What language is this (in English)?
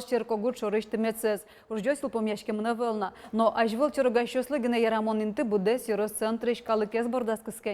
Udmurt